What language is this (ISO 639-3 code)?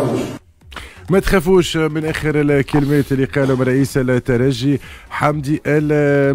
aeb